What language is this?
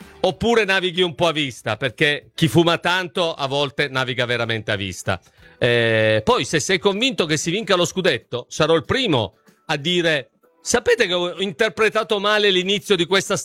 Italian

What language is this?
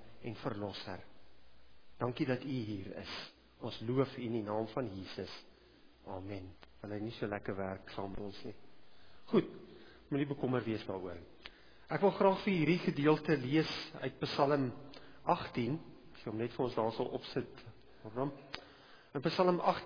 Afrikaans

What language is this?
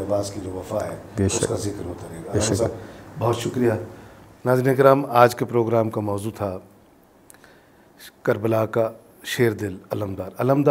Urdu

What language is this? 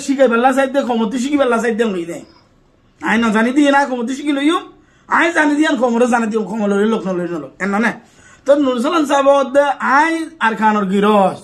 Rohingya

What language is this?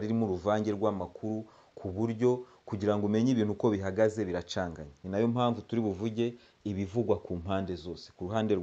Kinyarwanda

